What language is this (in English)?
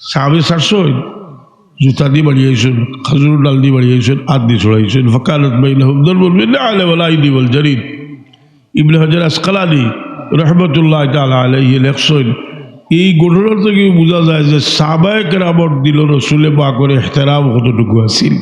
Sylheti